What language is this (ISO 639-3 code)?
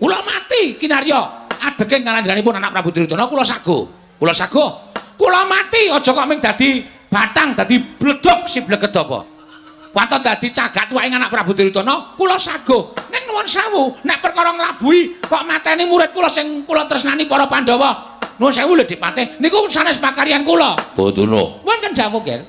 jav